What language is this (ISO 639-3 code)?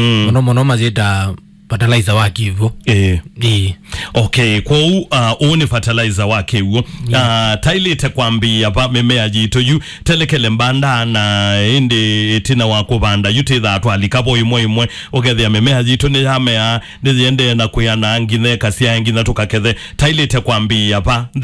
kam